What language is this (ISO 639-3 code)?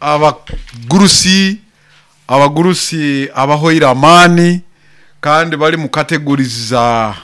nyo